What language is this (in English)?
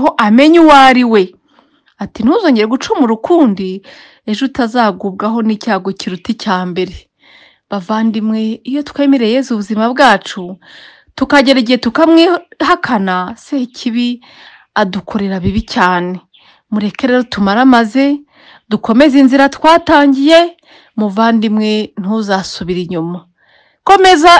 Kinyarwanda